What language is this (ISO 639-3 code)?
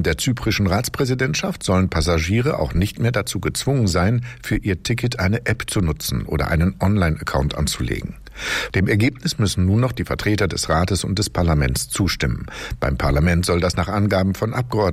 deu